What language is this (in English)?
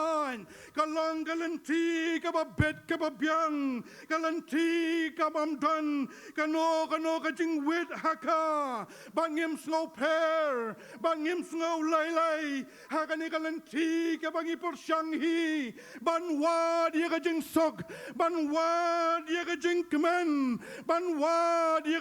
Khasi